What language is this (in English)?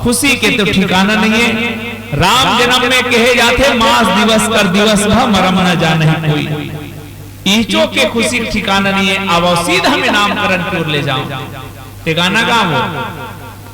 Chhattisgarhi